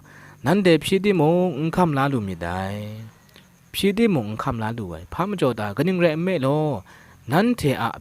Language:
Kachin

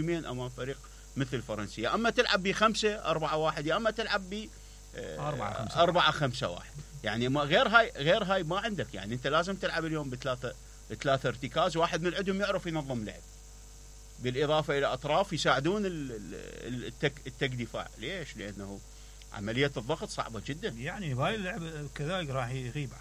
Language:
Mesopotamian Arabic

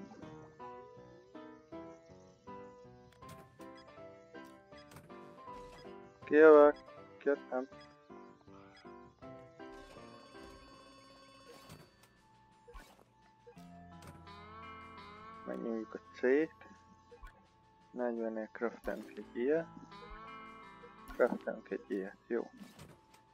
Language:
Hungarian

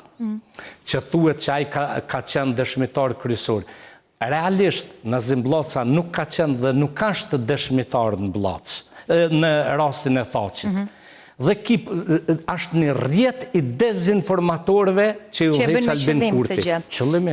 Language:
Albanian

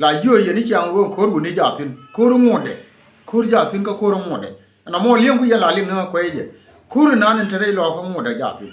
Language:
Nuer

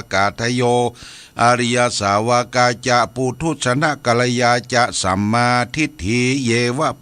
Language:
Pali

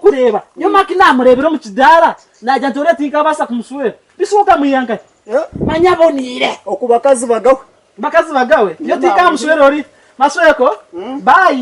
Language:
Nyankole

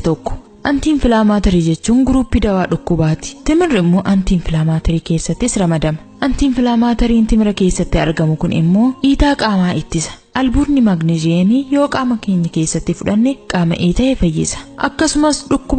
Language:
Oromo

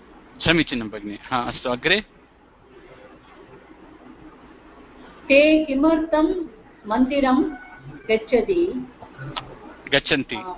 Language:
Sanskrit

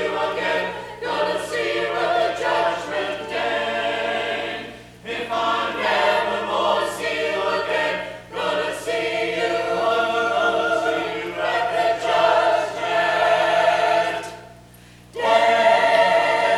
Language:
English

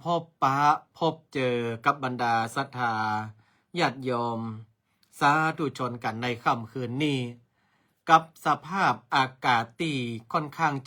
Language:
Northern Thai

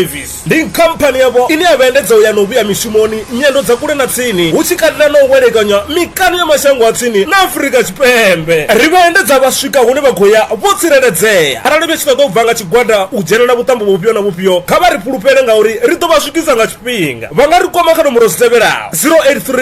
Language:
Venda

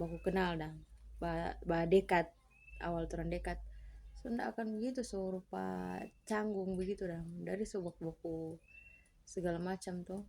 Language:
Manado Malay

